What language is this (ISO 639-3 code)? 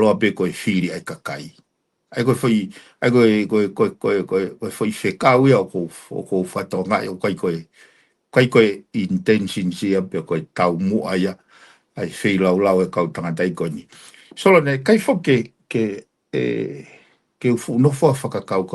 ton